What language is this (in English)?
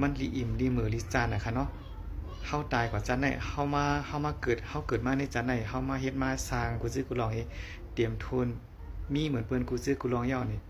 Shan